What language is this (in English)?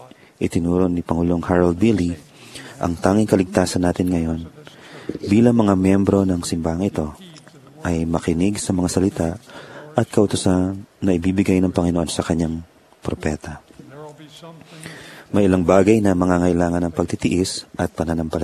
Filipino